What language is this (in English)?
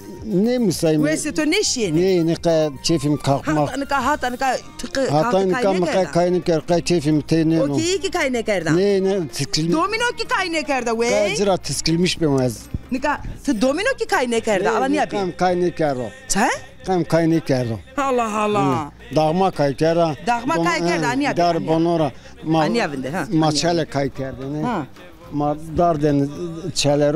Zaza